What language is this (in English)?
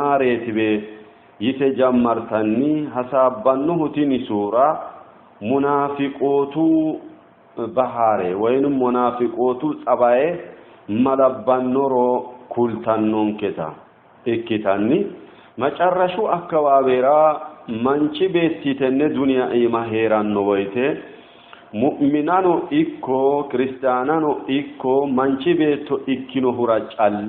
Sidamo